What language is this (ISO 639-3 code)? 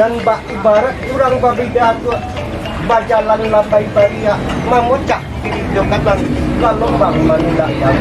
min